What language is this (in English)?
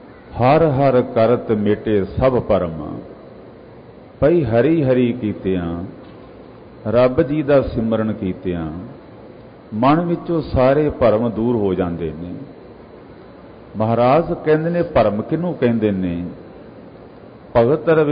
Punjabi